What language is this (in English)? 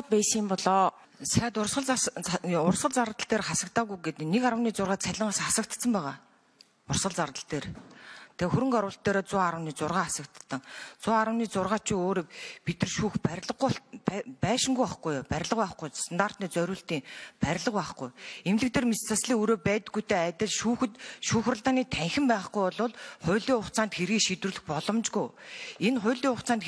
Mongolian